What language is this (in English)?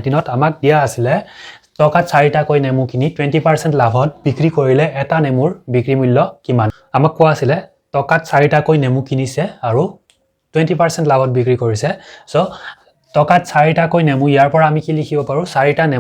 Assamese